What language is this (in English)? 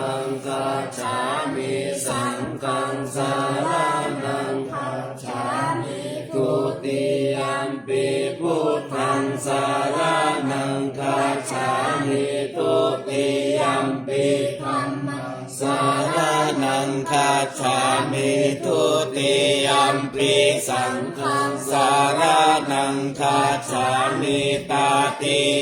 Pali